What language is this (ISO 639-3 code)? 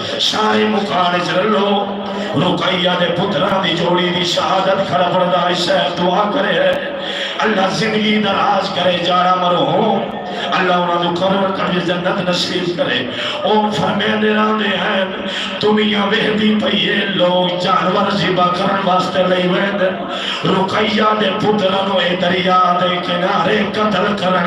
skr